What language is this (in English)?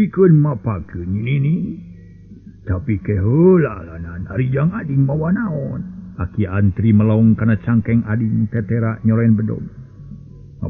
Sundanese